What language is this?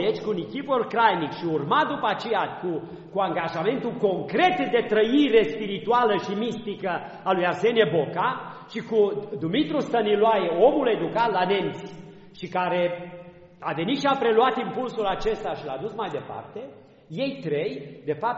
Romanian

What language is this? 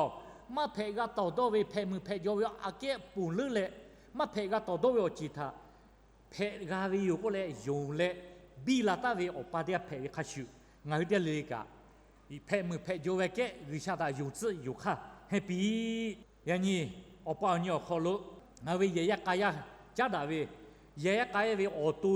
Lahu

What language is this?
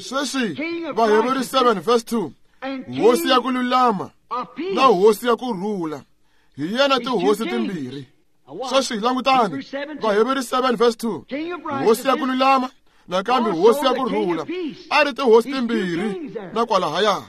Tsonga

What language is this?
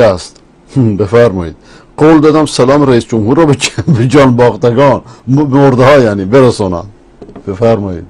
Persian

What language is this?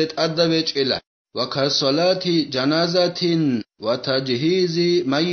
Avaric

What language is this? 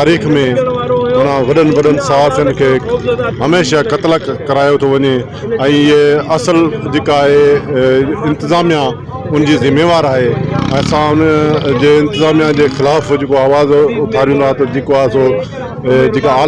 Sindhi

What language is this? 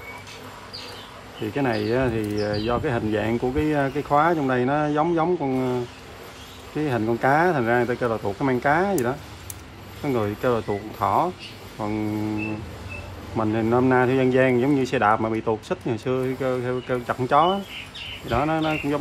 Vietnamese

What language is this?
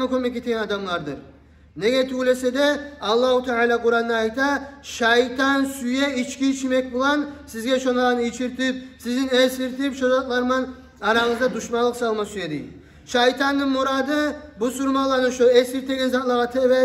Kumyk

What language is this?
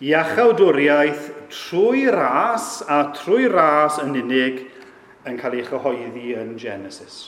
Welsh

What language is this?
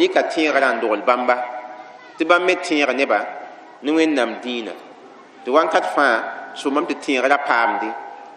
Mossi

